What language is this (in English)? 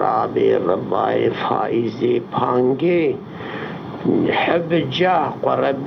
Kurdish